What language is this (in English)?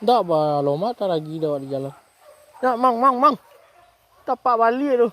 Minangkabau